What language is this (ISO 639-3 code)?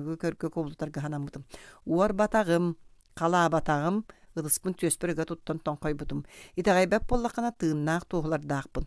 sah